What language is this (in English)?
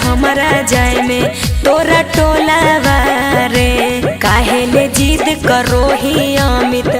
Magahi